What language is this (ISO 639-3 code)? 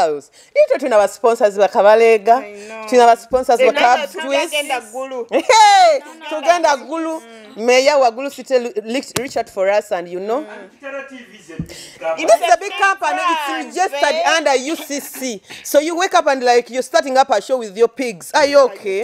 nyo